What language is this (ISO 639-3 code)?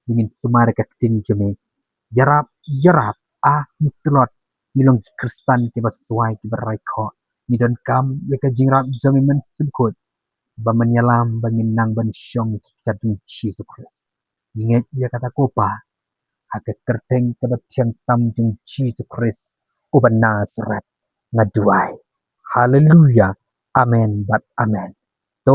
kha